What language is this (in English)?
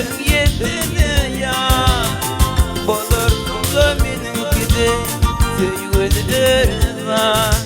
Turkmen